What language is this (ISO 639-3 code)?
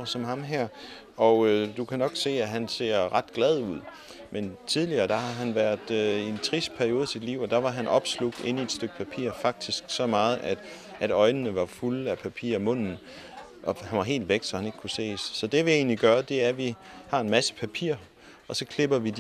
dan